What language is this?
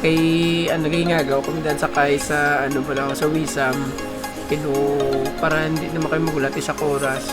Hiligaynon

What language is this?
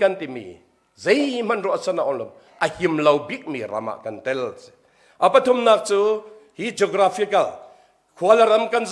Hakha Chin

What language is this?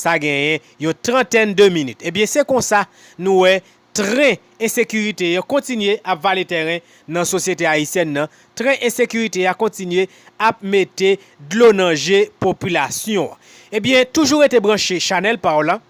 Haitian Creole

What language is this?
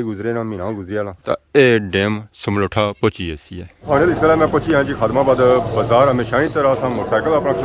Pahari-Potwari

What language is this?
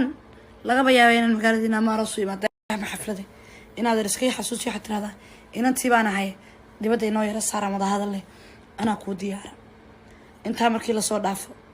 Somali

